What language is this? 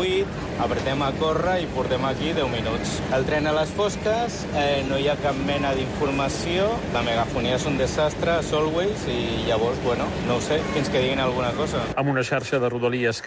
Catalan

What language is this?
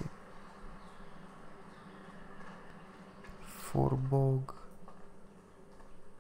Romanian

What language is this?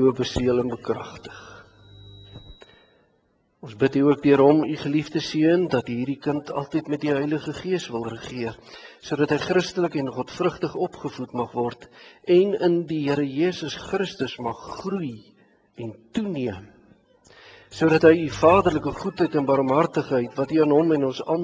Afrikaans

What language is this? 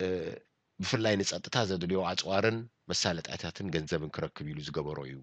Tigrinya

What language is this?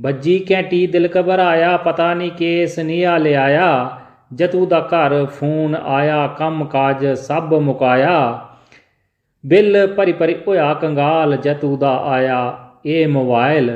Dogri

